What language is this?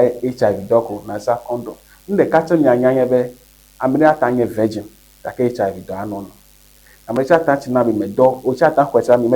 Ewe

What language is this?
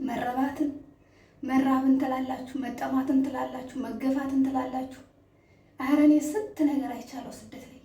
Amharic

